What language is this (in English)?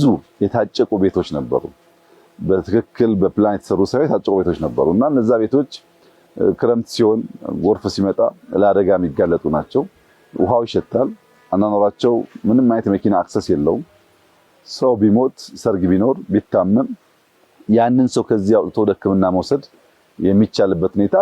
Amharic